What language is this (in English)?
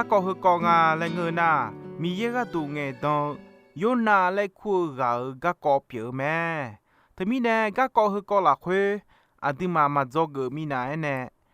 Akha